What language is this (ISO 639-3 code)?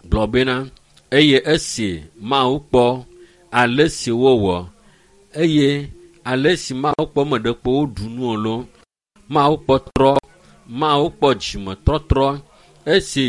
ewe